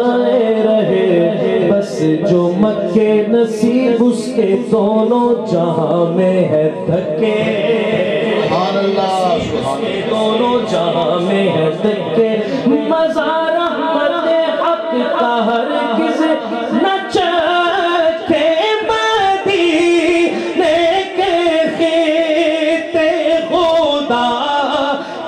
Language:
Urdu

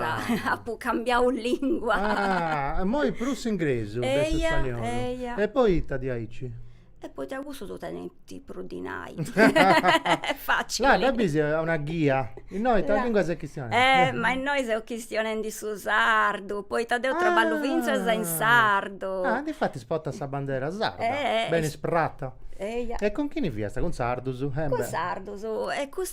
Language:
Sardinian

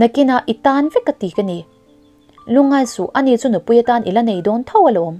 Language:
Mizo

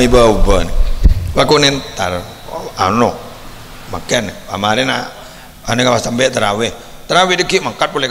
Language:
Madurese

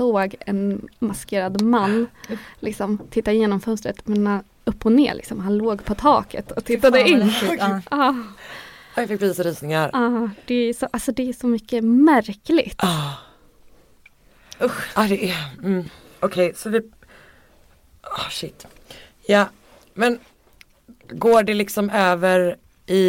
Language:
Swedish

